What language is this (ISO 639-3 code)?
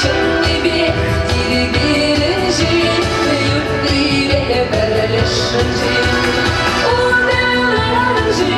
chv